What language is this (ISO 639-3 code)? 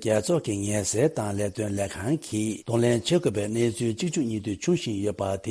bod